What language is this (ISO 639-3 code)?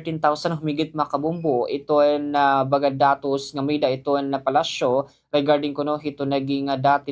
war